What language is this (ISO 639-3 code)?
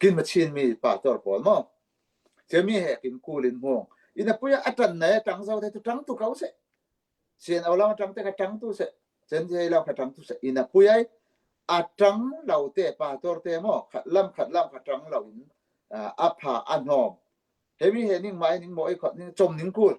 cfm